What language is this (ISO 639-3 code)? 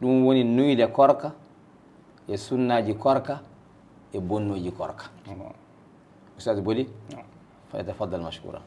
ful